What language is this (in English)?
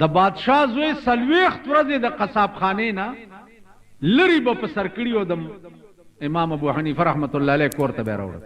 Pashto